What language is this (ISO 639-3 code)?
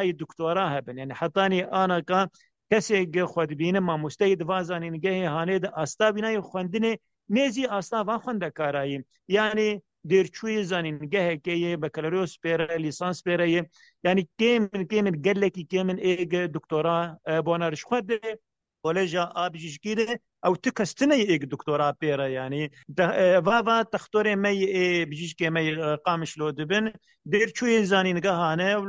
kur